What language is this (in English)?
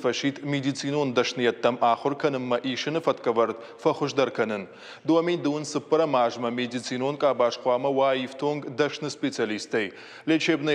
Ossetic